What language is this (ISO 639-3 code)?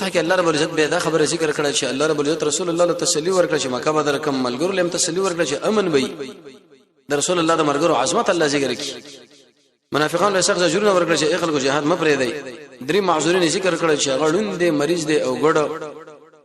pus